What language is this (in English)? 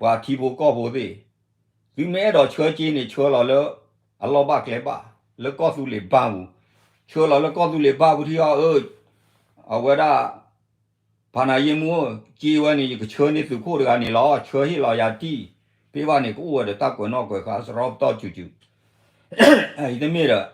S'gaw Karen